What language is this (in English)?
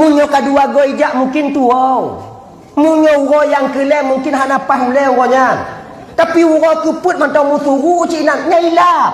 Achinese